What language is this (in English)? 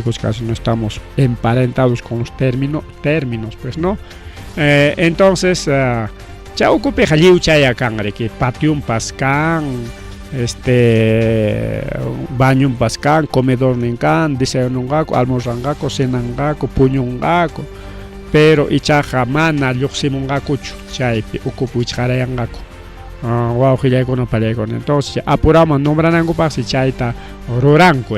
Ayacucho Quechua